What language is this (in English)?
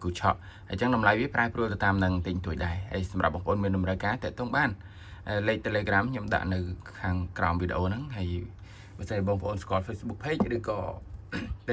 Khmer